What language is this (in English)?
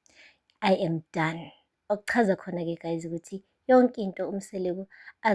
Zulu